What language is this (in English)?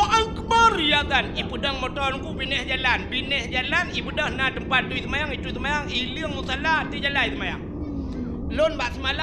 Achinese